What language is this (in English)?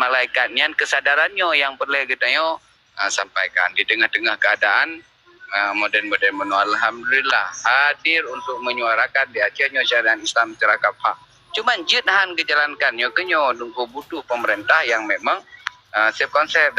Achinese